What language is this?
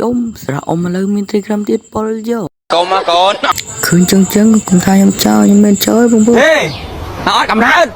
Khmer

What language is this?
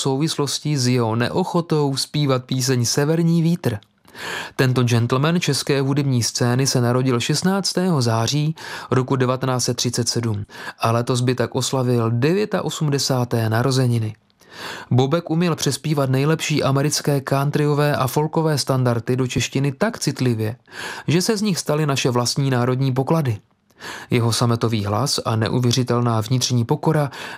Czech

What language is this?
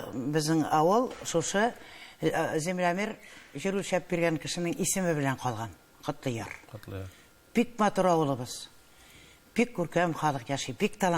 Tatar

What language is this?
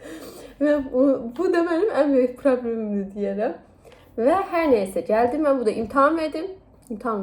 Azerbaijani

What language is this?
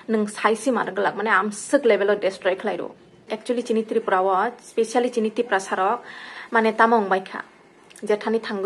Kok Borok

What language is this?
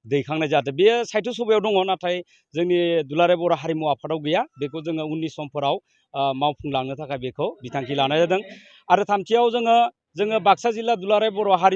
Bodo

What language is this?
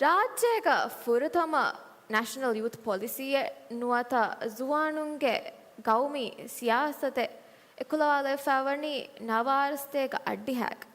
Divehi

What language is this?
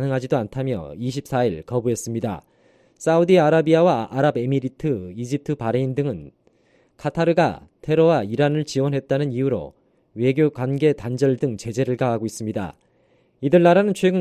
Korean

